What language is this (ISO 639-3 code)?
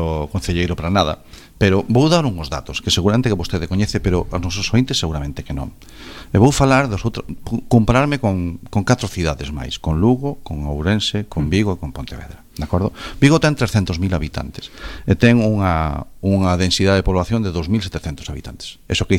glg